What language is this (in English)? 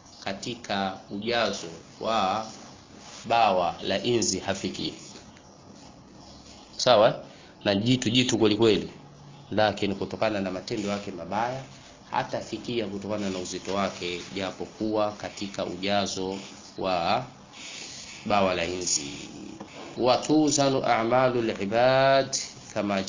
Swahili